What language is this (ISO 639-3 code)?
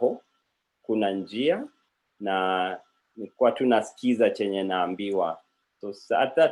kln